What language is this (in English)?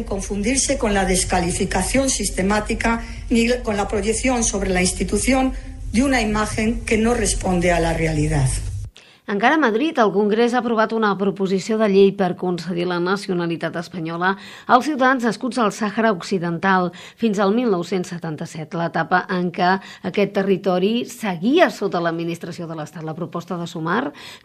Catalan